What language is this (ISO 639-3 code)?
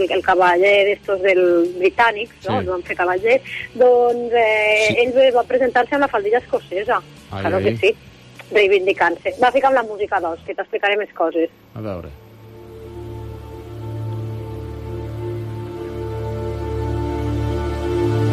cat